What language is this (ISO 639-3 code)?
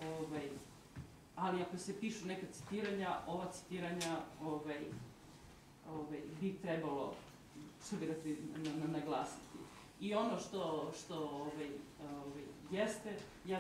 srp